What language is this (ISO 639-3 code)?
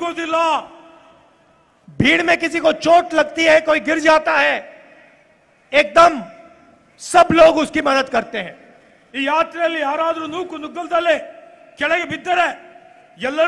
kan